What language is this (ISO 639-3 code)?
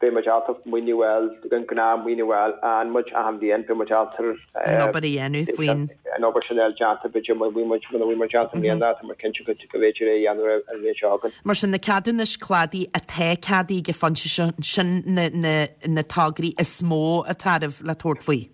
gle